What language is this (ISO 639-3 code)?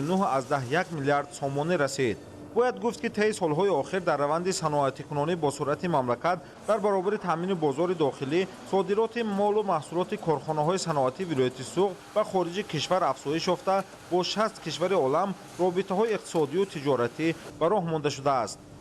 tgk